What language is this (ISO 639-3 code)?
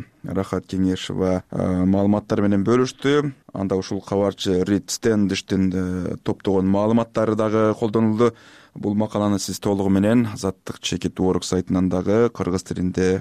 kir